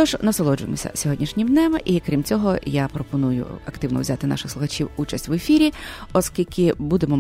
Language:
Ukrainian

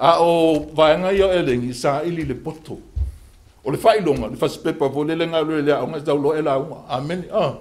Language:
Samoan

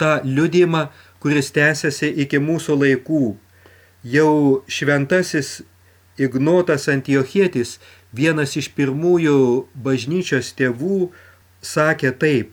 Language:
Lithuanian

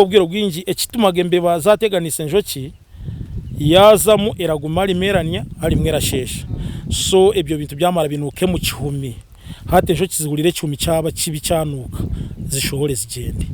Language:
Nyankole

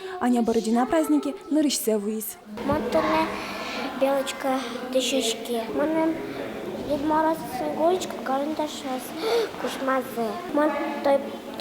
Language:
Udmurt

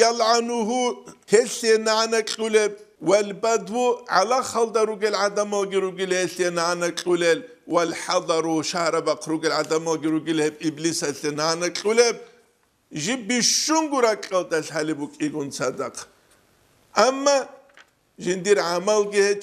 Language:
Avaric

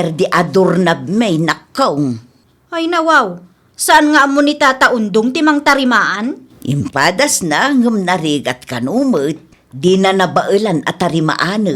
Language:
Iloko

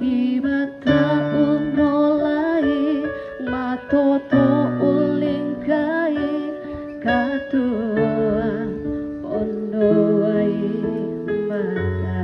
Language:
Toraja-Sa'dan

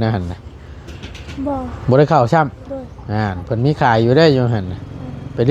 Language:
Northeastern Thai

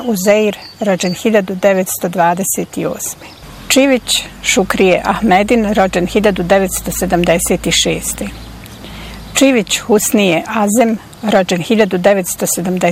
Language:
Bosnian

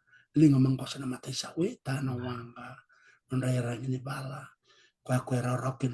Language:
Fijian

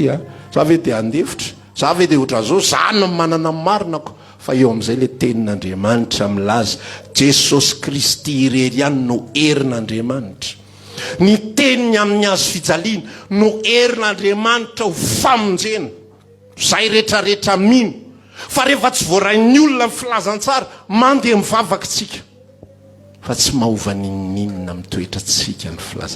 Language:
Malagasy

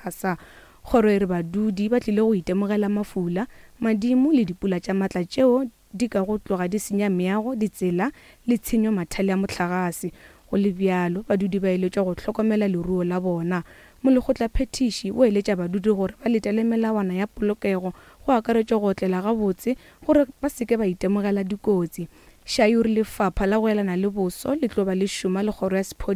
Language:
Northern Sotho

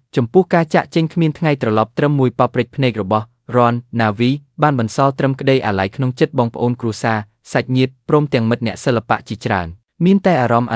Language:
Khmer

